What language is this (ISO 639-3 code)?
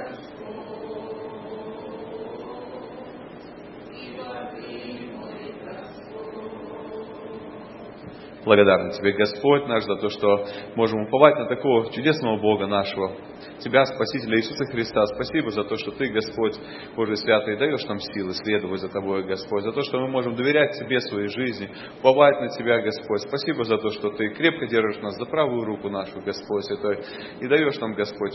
rus